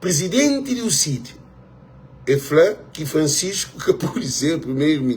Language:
Kabuverdianu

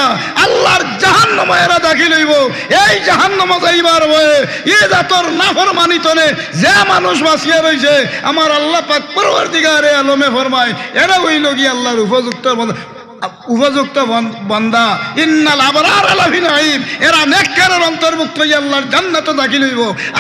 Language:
Sylheti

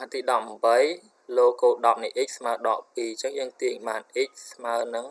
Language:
Khmer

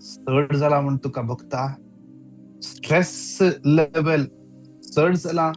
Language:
Konkani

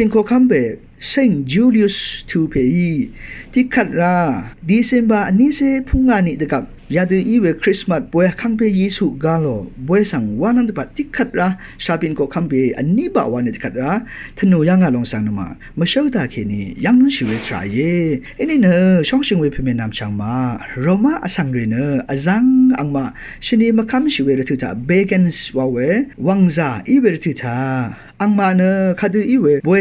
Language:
Rawang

